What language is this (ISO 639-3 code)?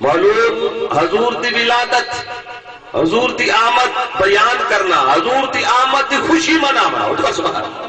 skr